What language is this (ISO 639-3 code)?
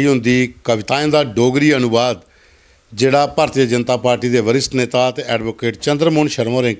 doi